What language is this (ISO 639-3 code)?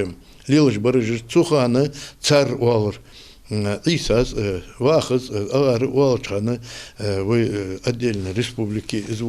inh